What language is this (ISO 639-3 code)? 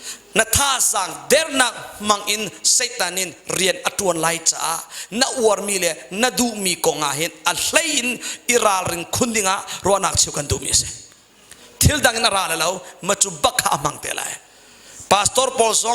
cnh